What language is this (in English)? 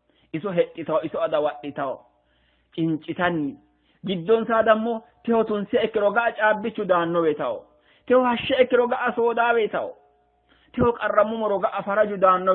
Sidamo